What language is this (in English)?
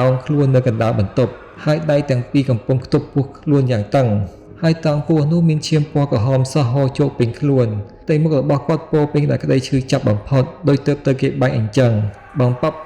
Khmer